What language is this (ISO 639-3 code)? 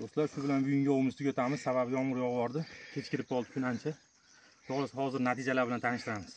uzb